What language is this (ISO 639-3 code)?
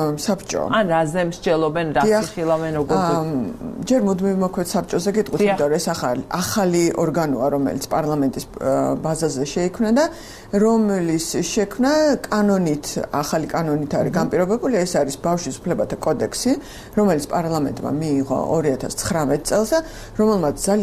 kat